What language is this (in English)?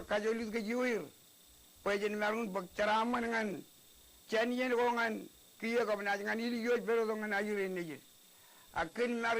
Marshallese